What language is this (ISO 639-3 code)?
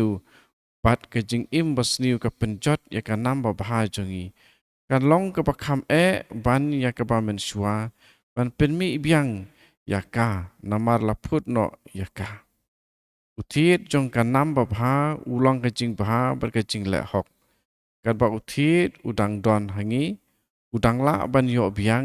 kha